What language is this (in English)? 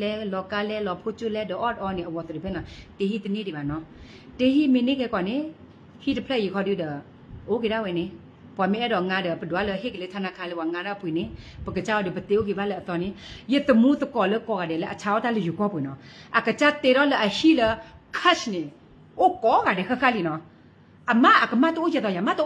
S'gaw Karen